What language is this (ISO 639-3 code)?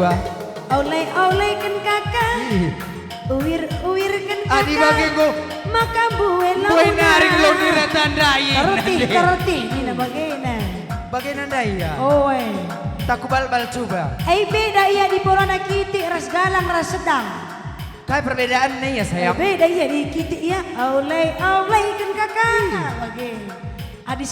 btx